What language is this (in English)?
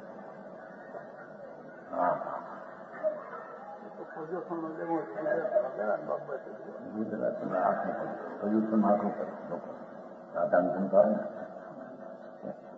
Hindi